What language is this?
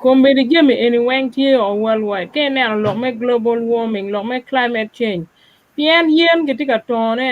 Acoli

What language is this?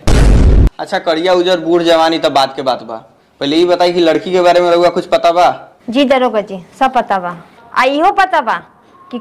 Bhojpuri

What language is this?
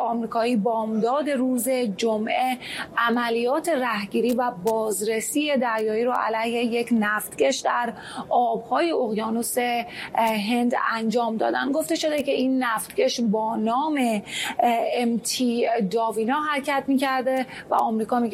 Persian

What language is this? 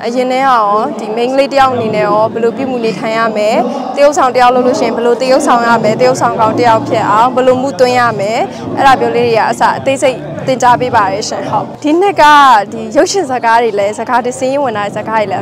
Burmese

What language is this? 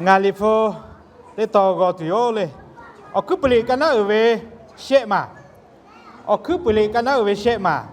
Lahu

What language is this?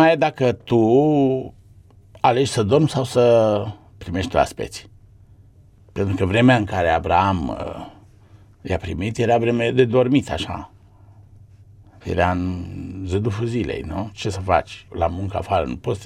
Romanian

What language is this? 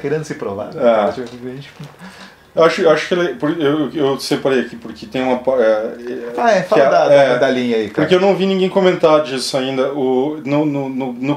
Portuguese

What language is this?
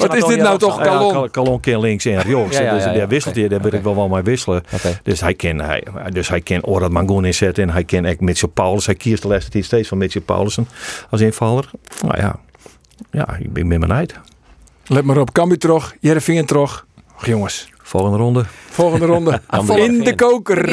Western Frisian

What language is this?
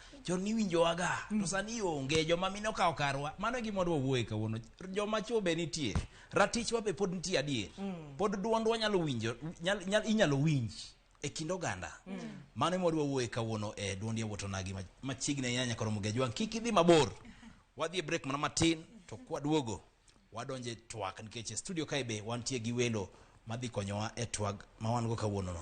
Luo (Kenya and Tanzania)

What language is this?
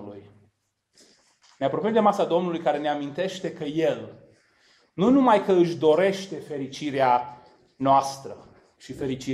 Romanian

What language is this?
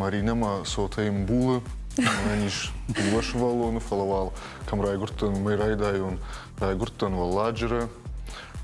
Ossetic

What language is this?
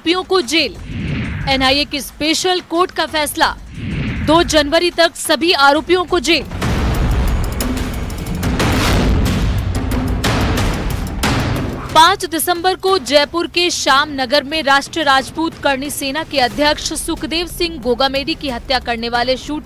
Hindi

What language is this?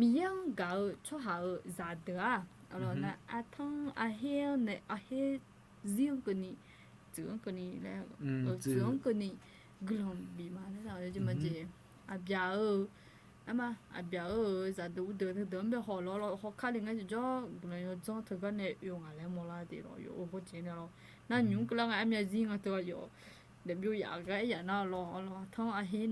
Akha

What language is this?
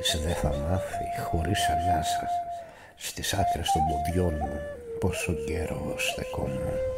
Greek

